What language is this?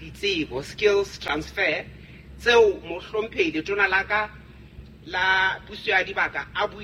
Southern Sotho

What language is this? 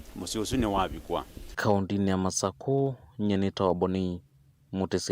Kamba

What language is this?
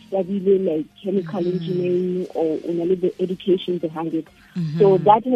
Southern Sotho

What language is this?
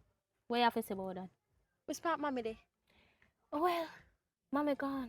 Jamaican Creole English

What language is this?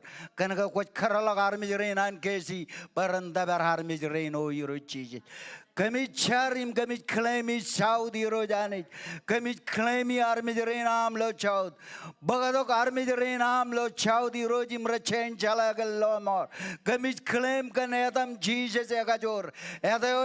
Marshallese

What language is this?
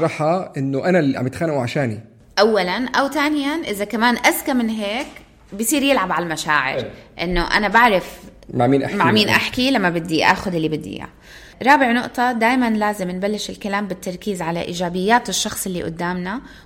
North Levantine Arabic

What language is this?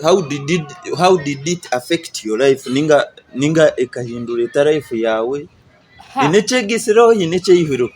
Nyankole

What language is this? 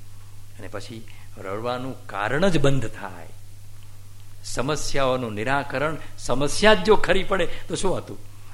Gujarati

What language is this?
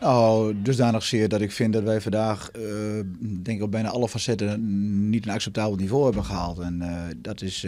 Western Frisian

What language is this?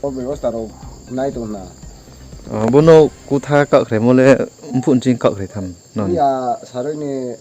Riang (India)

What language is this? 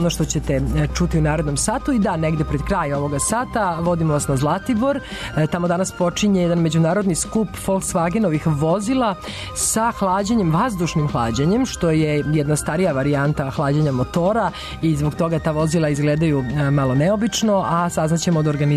Serbian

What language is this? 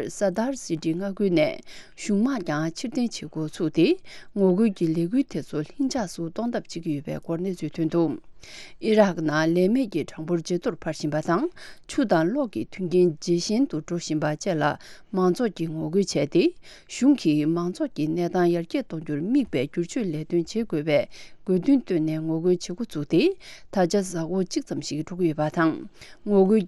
Tibetan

